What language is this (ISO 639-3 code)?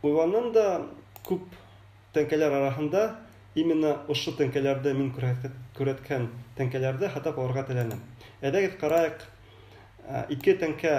bak